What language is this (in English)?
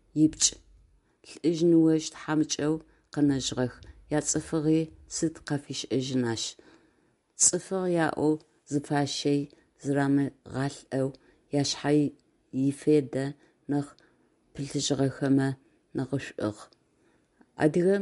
Adyghe